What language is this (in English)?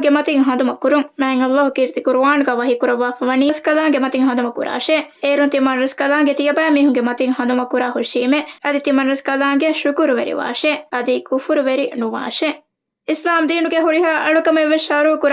Divehi